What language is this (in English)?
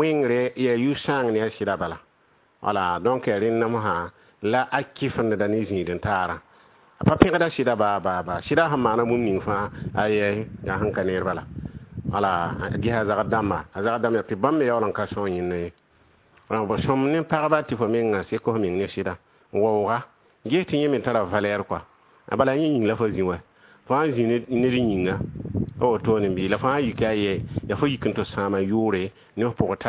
Mossi